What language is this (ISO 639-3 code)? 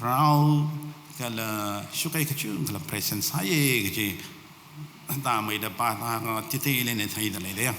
nmf